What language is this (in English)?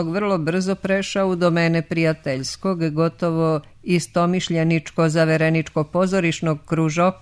Serbian